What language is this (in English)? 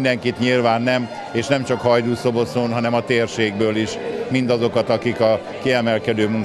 Hungarian